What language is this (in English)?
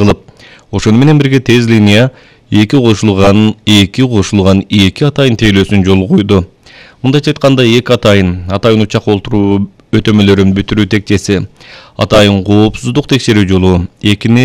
Kyrgyz